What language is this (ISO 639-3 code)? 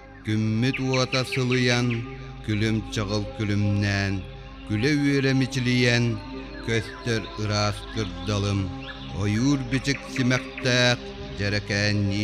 sah